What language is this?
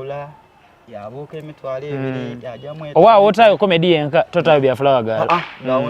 Soga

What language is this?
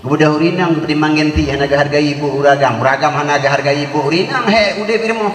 Achinese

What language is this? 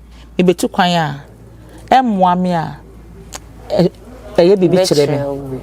Akan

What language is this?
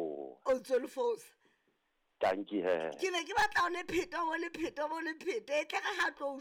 Southern Sotho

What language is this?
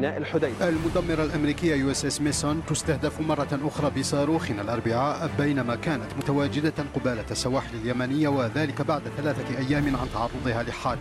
Arabic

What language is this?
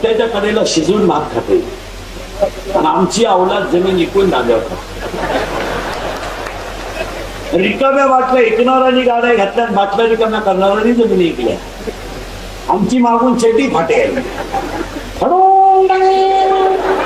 Marathi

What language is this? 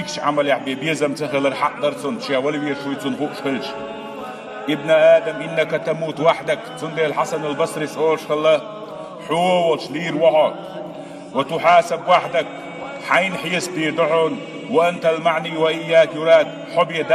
Chechen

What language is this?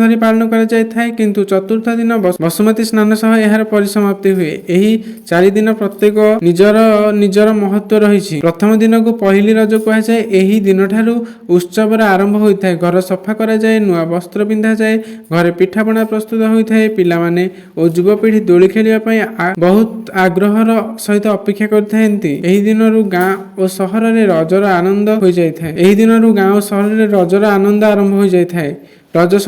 Odia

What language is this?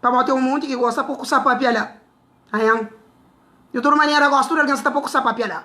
Kabuverdianu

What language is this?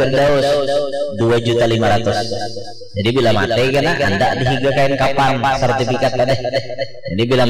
Banjar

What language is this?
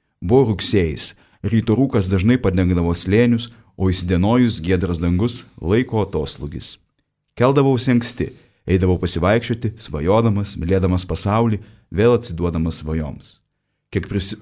Lithuanian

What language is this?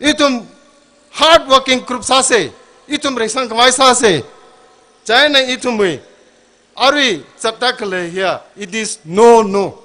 Tangkhul Naga (India)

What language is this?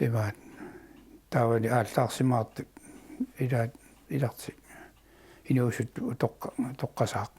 Kalaallisut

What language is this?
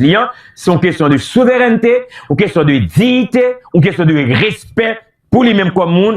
Haitian Creole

